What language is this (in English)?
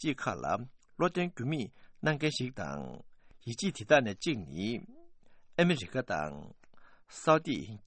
Tibetan